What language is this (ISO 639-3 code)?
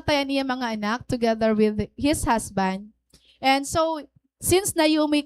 war